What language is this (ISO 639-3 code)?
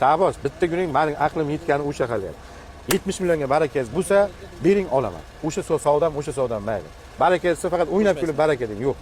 uzb